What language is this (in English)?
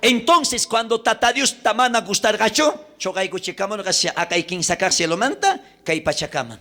South Bolivian Quechua